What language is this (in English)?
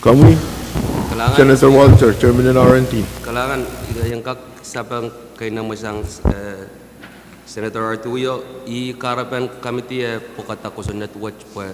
Pohnpeian